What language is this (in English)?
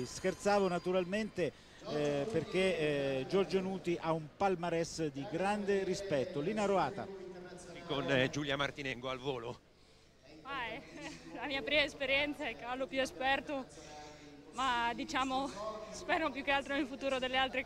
Italian